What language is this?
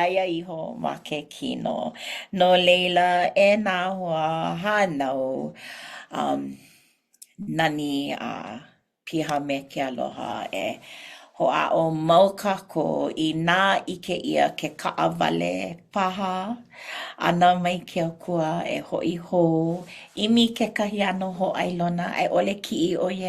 Hawaiian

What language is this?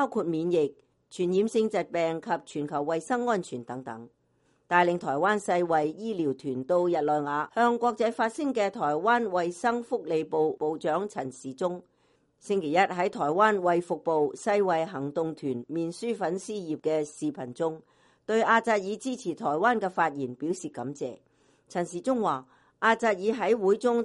Cantonese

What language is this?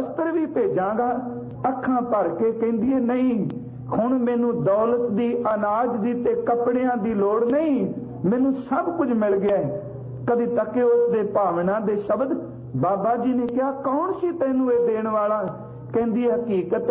Punjabi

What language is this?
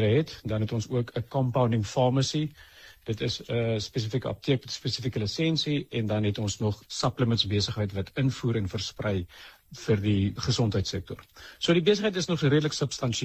Afrikaans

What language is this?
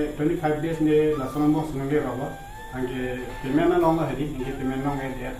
Karbi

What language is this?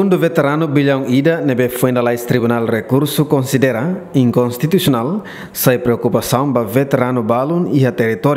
Tetum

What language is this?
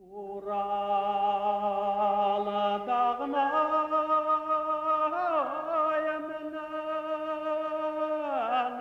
Bashkir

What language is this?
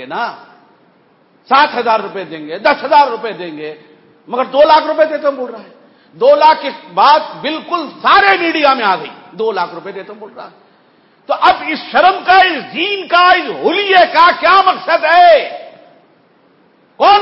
Urdu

